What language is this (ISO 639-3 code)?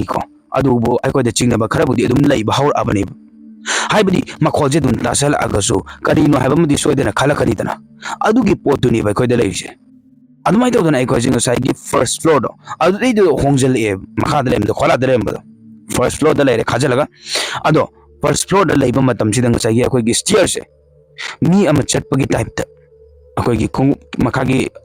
mni